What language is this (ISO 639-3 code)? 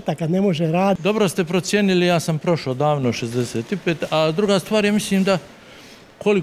hrv